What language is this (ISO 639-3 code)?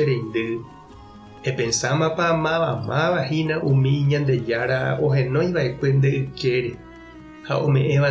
grn